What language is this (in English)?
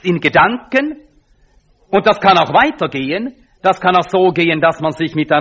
German